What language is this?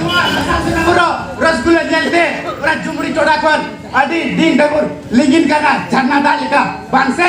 Santali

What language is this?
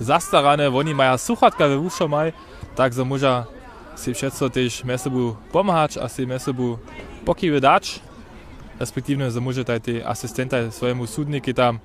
Upper Sorbian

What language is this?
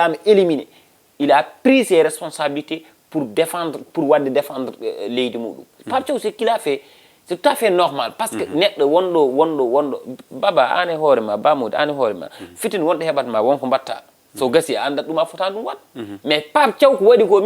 Fula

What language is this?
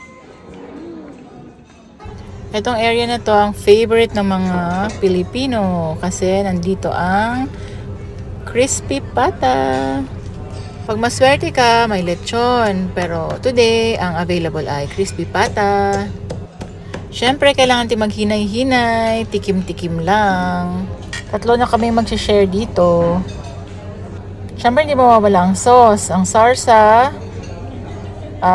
Filipino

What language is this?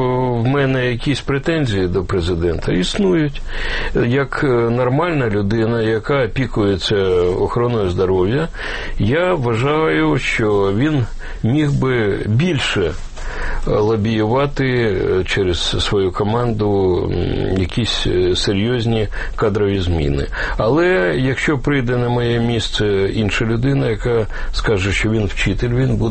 Ukrainian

